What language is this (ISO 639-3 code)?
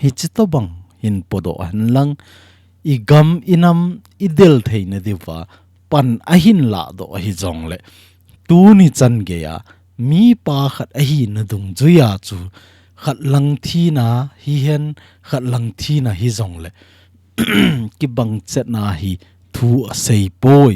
tcz